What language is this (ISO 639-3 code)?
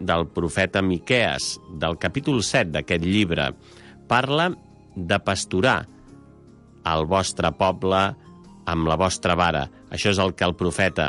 cat